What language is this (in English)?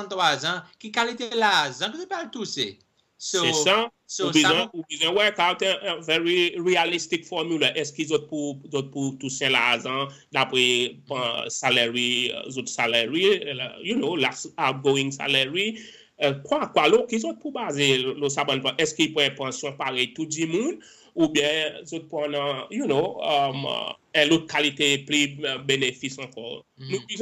Seselwa Creole French